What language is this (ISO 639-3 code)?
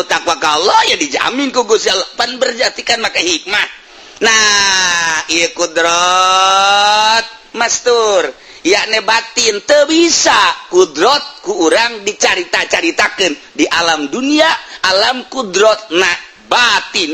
sun